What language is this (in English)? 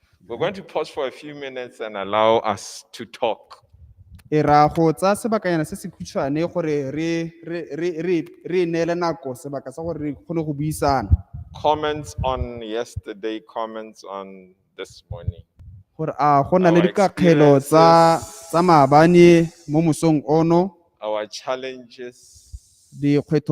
Tswana